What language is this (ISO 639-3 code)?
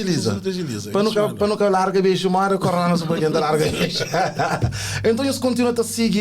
kea